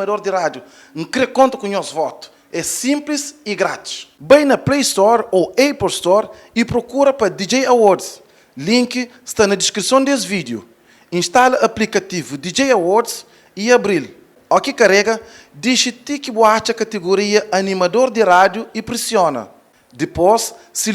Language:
Kabuverdianu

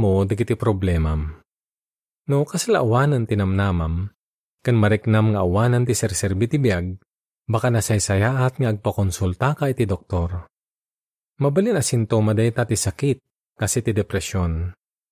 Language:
Iloko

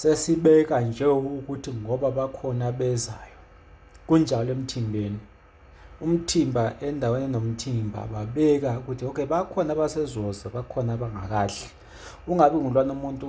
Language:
Zulu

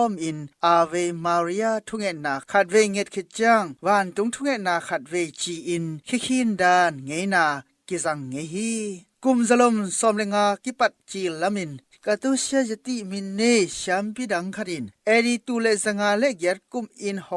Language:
Tedim Chin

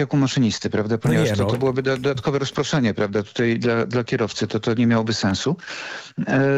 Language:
Polish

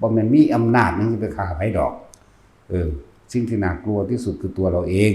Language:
Northeastern Thai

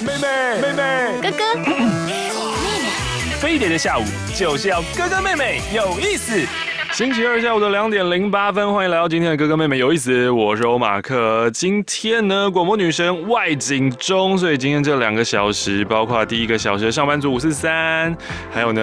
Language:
Chinese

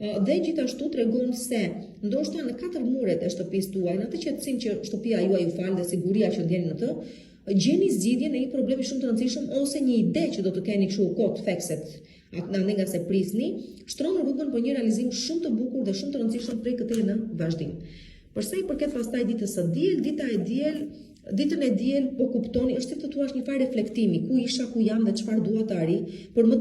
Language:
Albanian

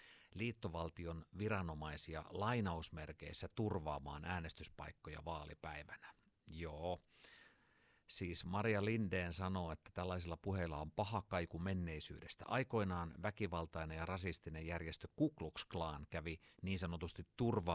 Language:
Finnish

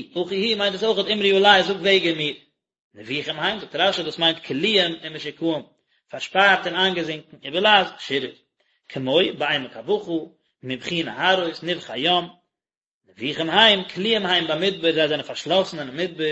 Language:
Yiddish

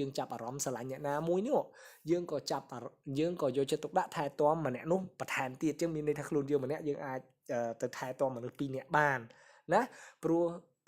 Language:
Khmer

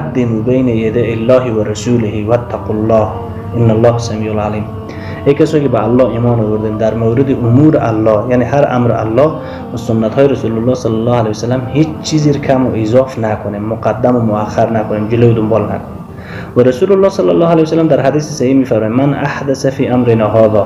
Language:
Persian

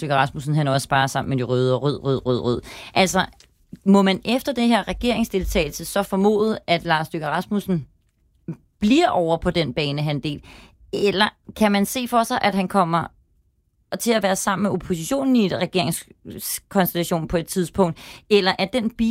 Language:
Danish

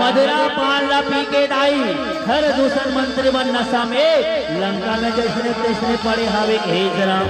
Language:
Chhattisgarhi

